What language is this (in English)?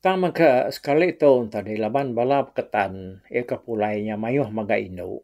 Iban